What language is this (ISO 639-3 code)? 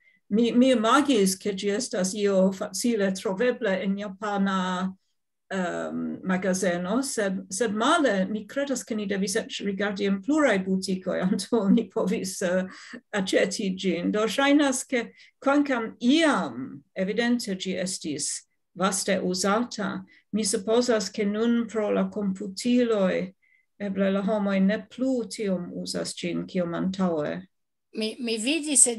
epo